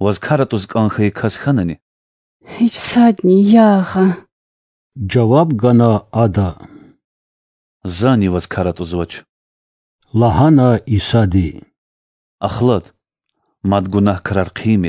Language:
Lezghian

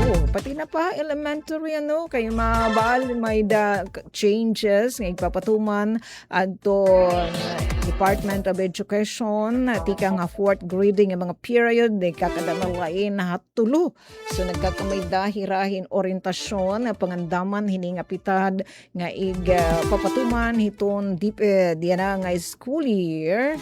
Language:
Waray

